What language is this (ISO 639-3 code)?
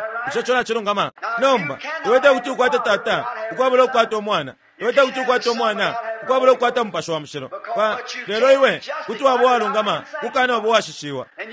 bem